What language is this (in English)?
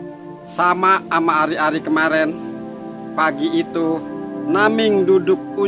Betawi